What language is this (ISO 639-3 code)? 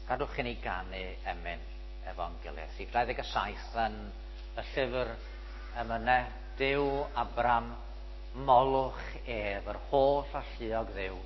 cym